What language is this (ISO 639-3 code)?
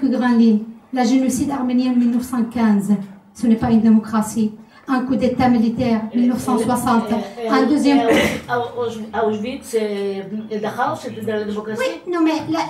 fra